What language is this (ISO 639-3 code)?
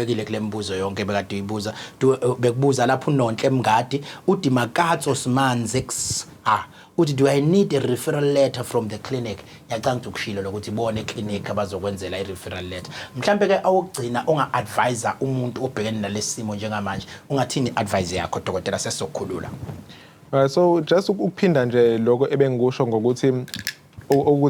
zul